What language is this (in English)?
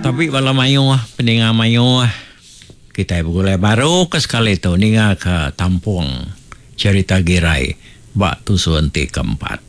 Iban